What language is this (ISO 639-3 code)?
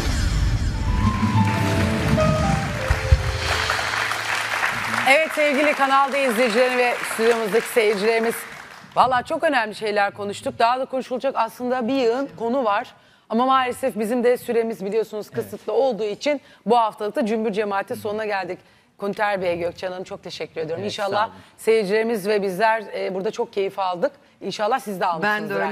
tur